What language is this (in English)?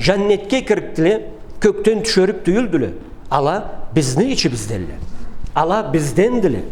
Karachay-Balkar